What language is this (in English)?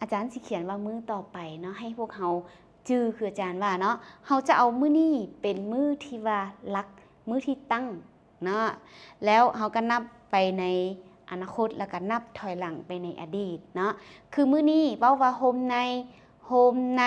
Lao